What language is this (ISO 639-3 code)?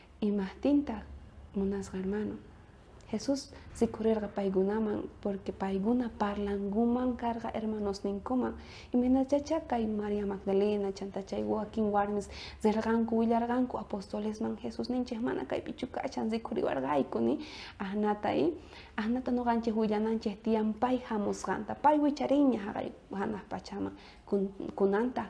quh